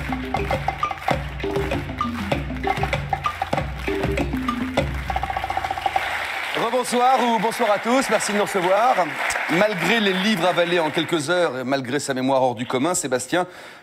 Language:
French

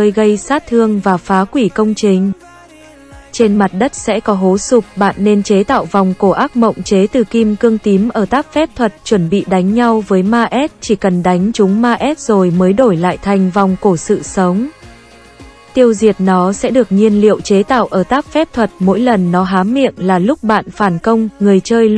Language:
Vietnamese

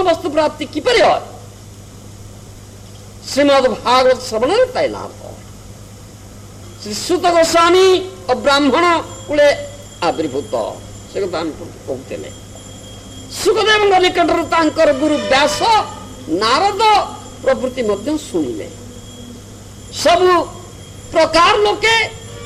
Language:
Odia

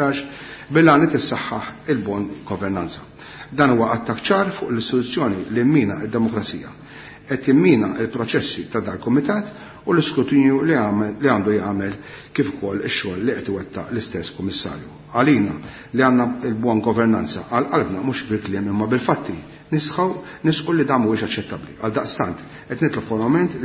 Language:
Maltese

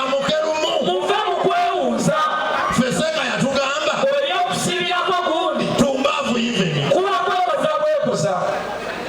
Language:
Ganda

